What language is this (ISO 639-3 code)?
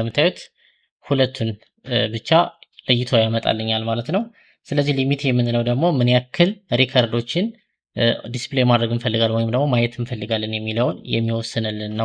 amh